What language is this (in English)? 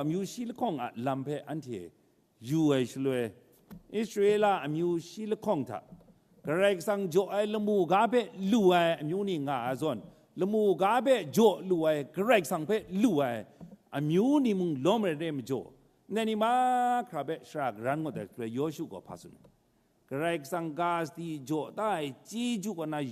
Kachin